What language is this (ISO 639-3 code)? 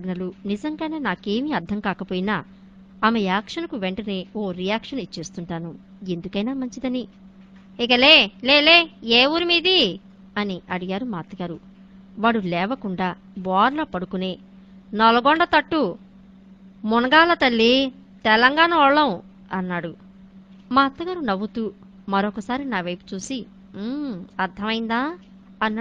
tel